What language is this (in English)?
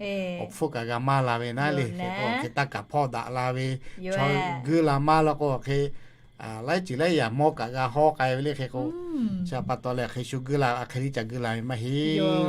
Lahu